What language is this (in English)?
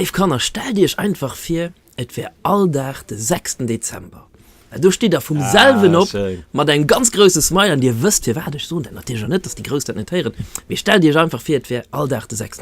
Luxembourgish